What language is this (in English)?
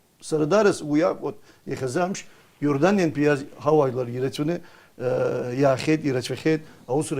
Abkhazian